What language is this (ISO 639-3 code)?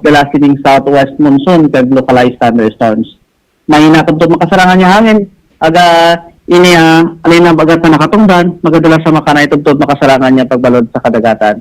hil